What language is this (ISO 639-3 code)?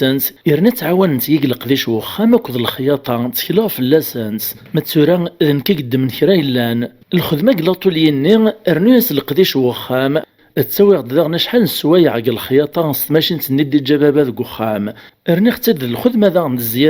kab